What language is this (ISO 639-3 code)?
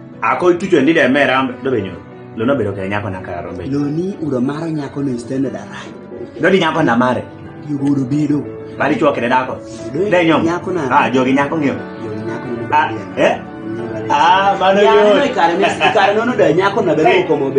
kdi